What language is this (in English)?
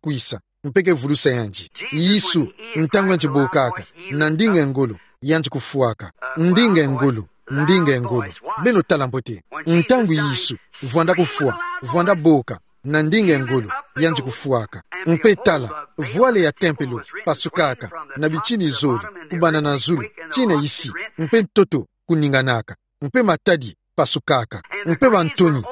Kituba (Democratic Republic of Congo)